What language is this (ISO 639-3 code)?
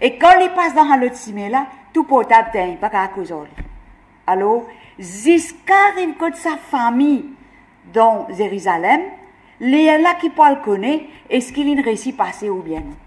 mfe